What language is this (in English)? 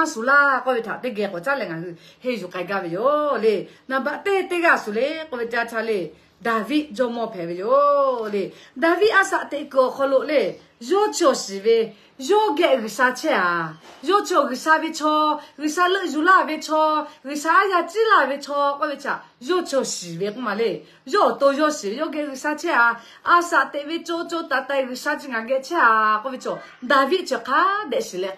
Lahu